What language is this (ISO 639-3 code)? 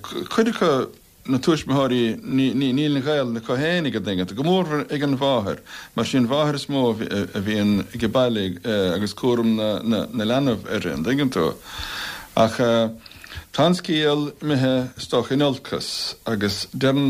gle